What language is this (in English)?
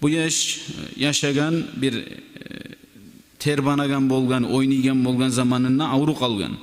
Kumyk